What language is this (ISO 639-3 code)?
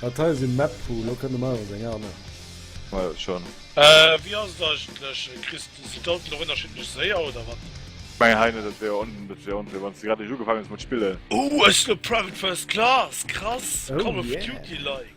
ltz